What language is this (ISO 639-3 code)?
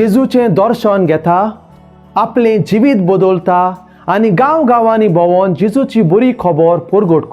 kok